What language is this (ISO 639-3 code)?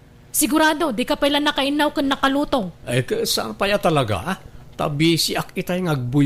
ilo